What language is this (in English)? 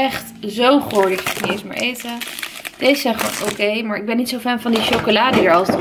Dutch